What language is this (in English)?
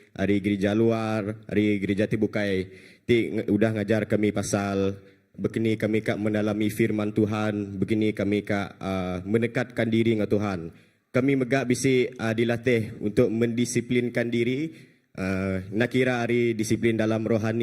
Iban